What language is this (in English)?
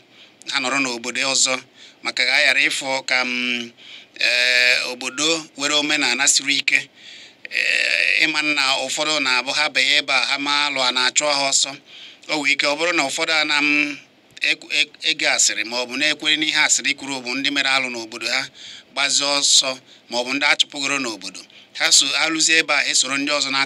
Igbo